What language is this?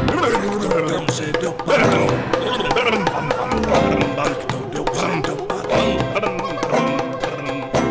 Czech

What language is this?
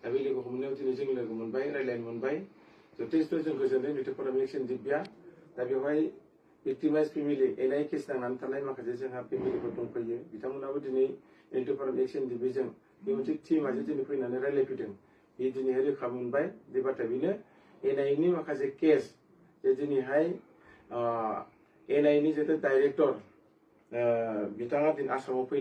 Bodo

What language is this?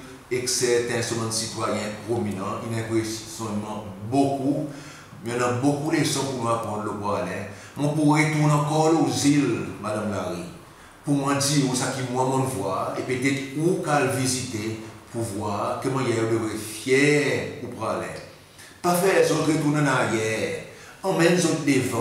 Seselwa Creole French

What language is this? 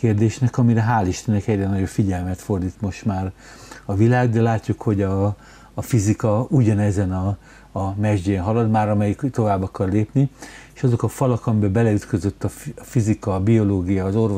Hungarian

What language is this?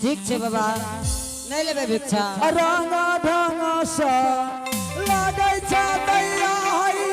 Angika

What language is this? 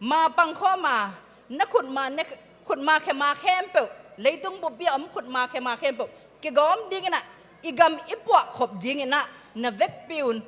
Tedim Chin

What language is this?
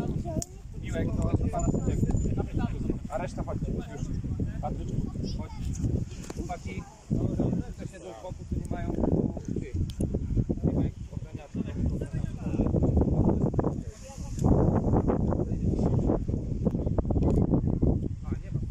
Polish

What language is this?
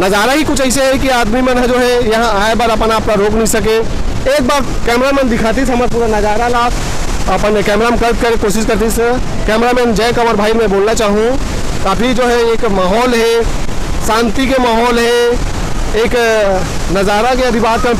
Chhattisgarhi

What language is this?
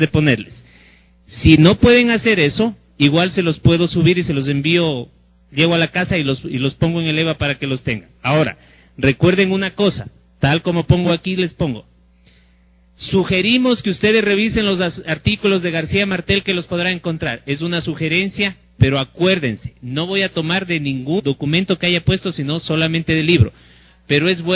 Spanish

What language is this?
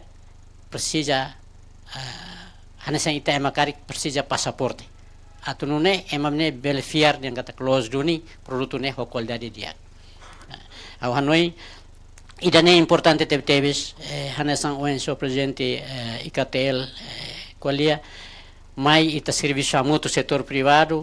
Tetum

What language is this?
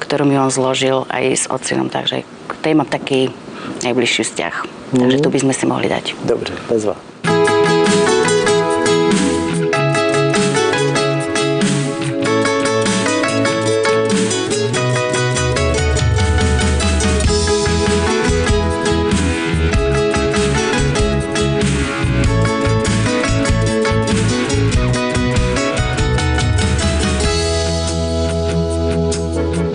Czech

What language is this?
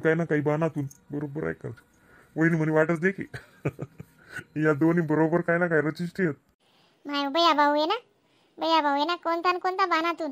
Khandesi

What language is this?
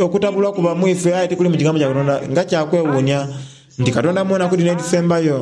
Soga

